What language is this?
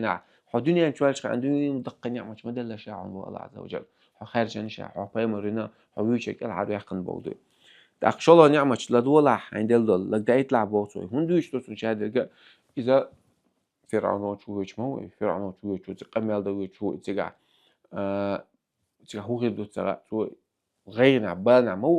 Chechen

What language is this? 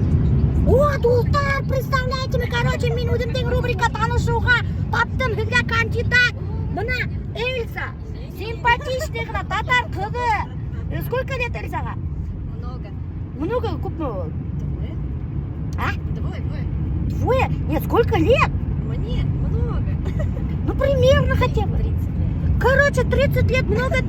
Bashkir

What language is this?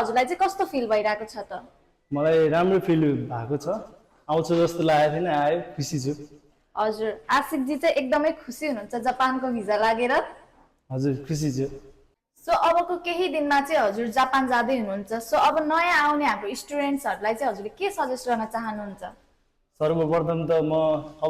Nepali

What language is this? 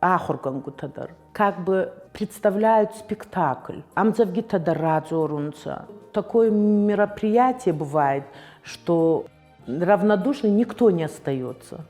Ossetic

